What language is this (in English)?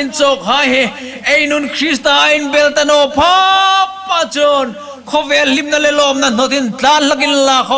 Hmar